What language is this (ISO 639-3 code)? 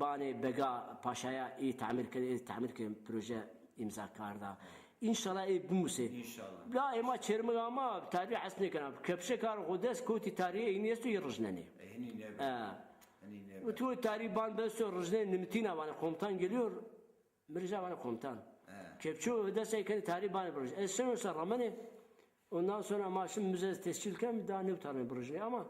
zza